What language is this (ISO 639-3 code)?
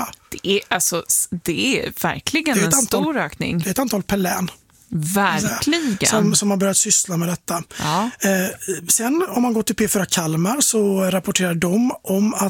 swe